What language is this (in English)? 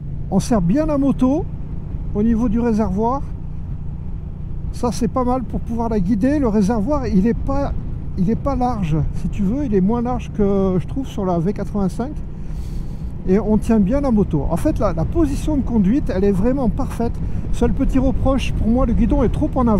French